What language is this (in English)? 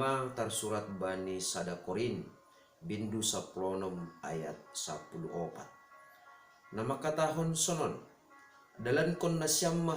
Batak Simalungun